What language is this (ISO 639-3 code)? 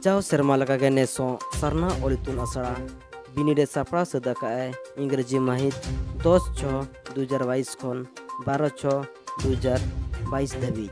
sat